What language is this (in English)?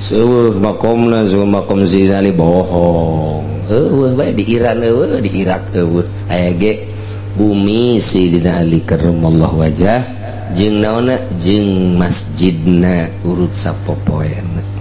Sundanese